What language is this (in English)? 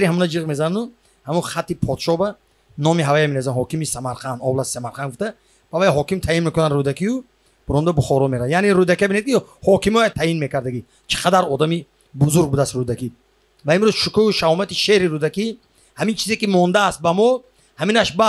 Tajik